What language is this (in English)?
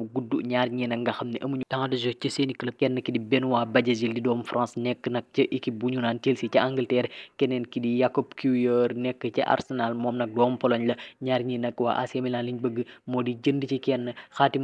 Wolof